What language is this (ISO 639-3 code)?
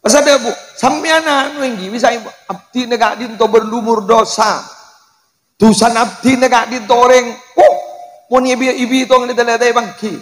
mad